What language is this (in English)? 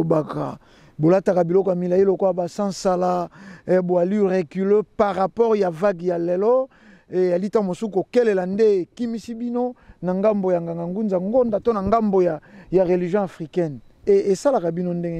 Lingala